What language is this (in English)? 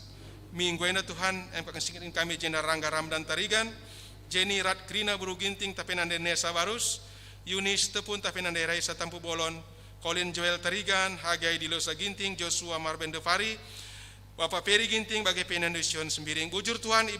Batak Karo